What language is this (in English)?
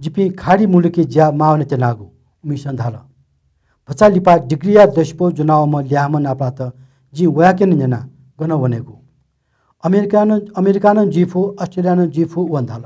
Newari